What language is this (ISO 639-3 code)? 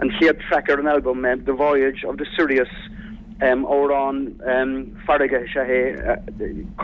gle